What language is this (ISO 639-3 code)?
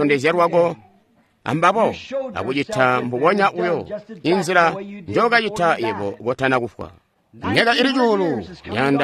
toi